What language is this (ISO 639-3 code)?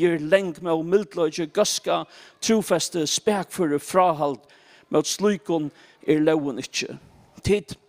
fao